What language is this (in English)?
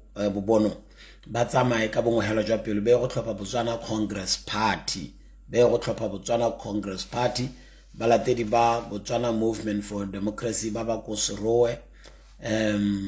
Tswana